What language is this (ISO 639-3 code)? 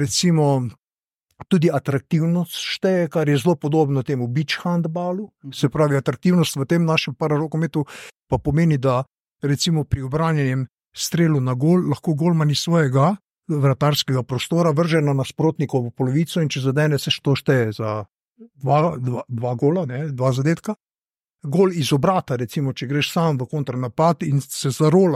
slv